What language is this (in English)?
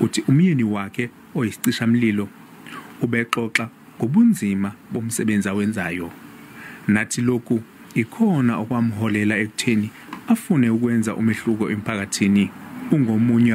Zulu